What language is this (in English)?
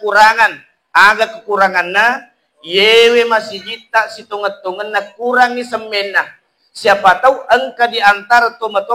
Buginese